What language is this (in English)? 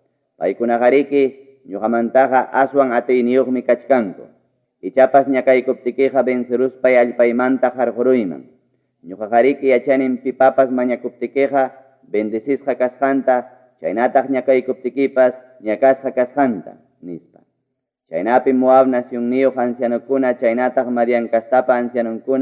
Ayacucho Quechua